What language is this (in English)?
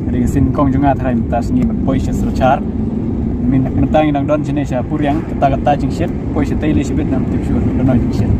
Khasi